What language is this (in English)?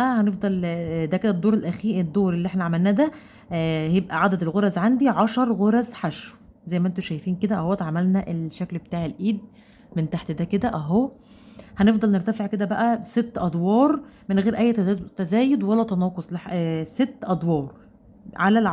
Egyptian Arabic